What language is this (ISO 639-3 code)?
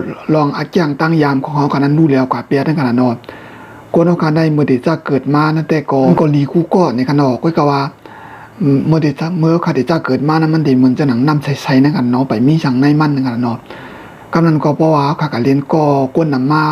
shn